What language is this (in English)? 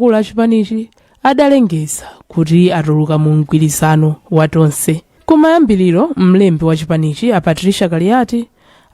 Nyanja